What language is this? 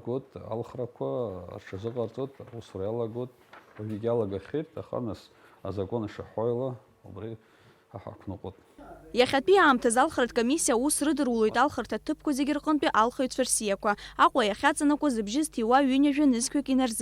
Abkhazian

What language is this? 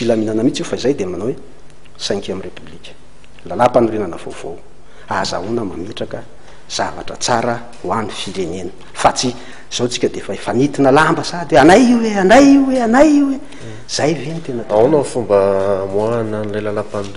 Malagasy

